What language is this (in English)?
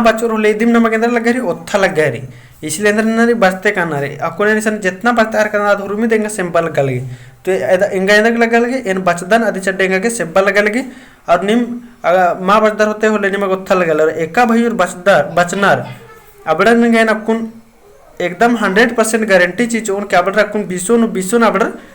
Kurukh